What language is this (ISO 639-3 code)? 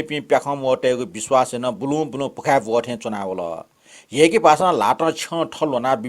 new